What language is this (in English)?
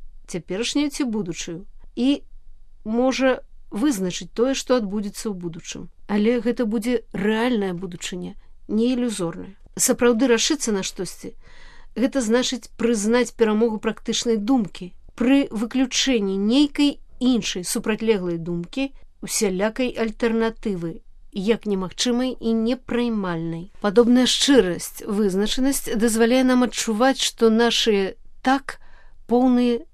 Belarusian